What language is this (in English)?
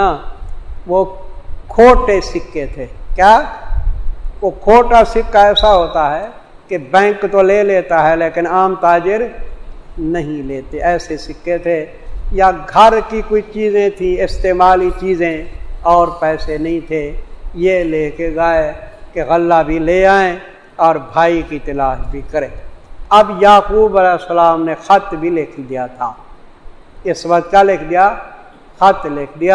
Urdu